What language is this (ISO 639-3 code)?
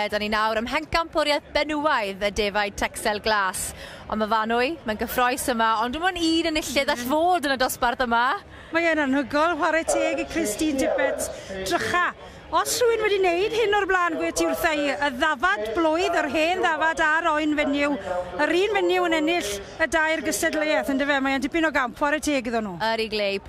cym